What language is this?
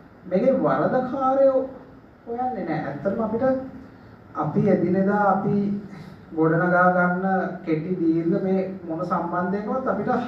Sinhala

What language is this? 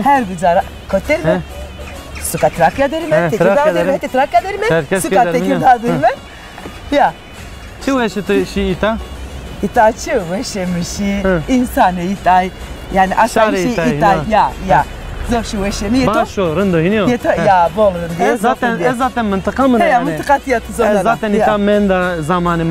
Zaza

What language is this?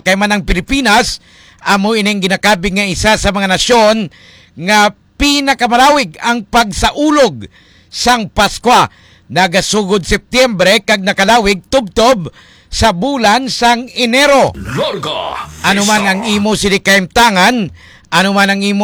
Hiligaynon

